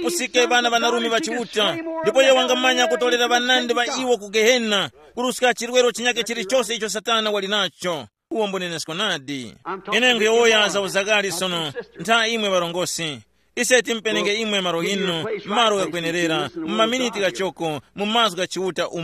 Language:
Tumbuka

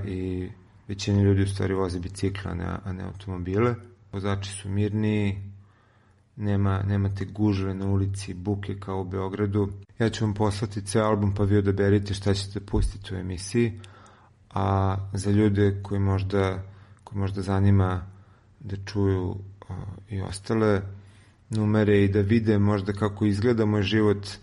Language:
Serbian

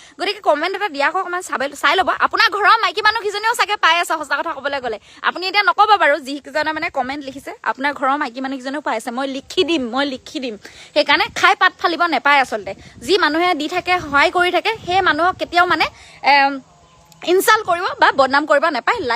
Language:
Assamese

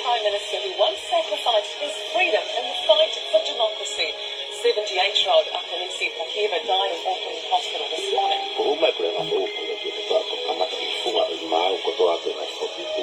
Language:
Tongan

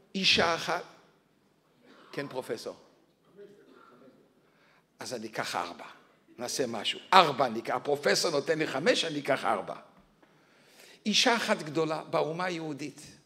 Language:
Hebrew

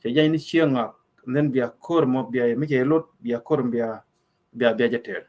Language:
Nuer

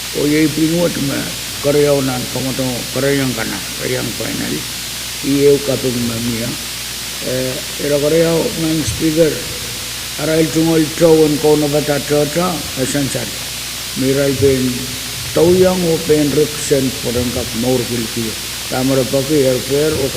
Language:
Pohnpeian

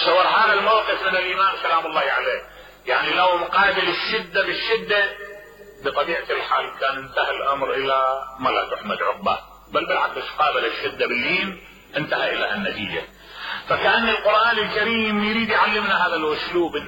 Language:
Mesopotamian Arabic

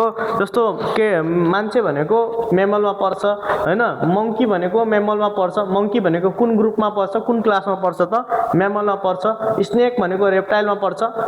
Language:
Nepali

